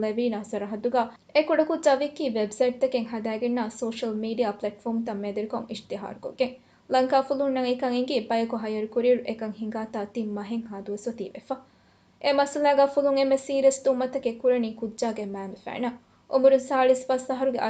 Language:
Divehi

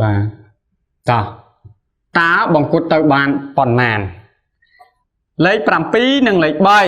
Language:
Khmer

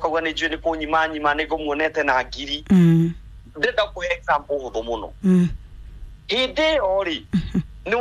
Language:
Kikuyu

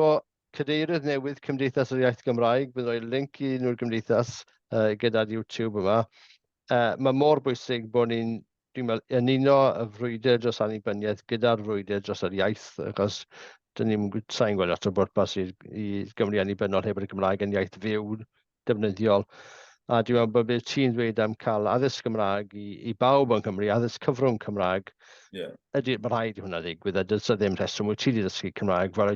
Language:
Welsh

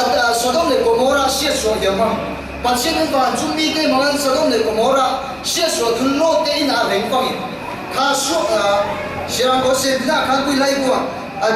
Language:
Falam Chin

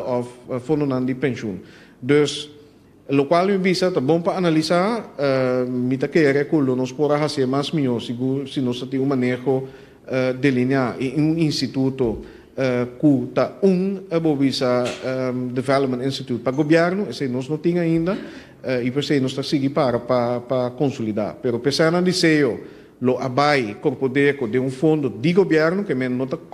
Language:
Papiamento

